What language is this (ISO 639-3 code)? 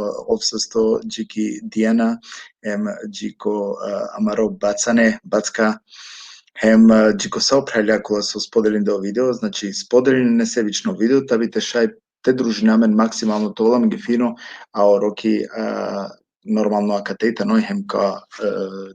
rmn